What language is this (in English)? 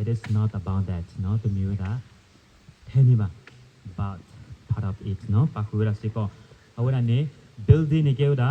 S'gaw Karen